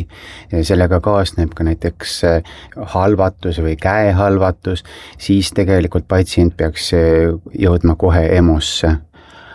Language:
Estonian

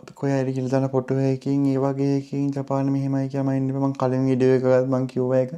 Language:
Sinhala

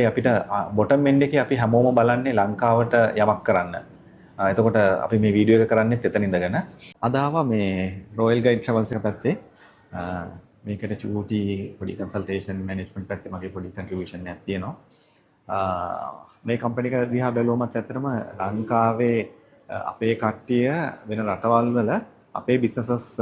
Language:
Sinhala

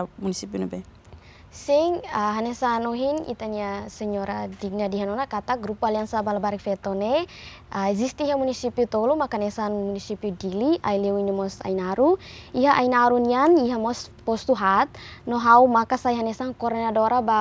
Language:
Tetum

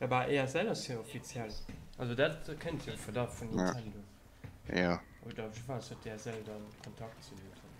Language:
Luxembourgish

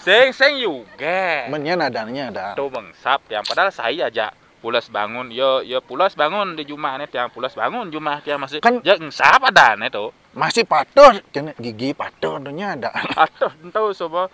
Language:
Balinese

